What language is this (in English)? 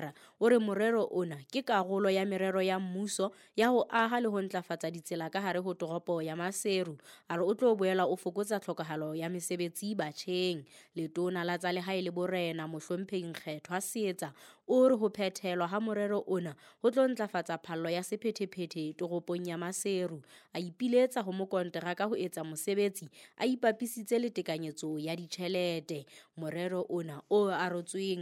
Southern Sotho